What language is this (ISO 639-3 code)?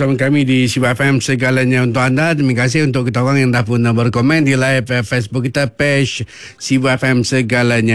msa